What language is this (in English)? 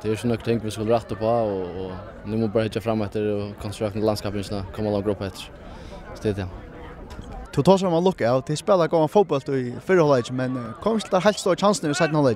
Faroese